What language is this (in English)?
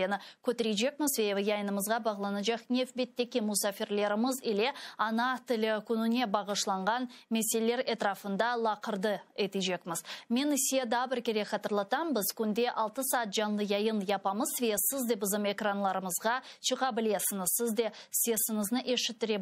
Crimean Tatar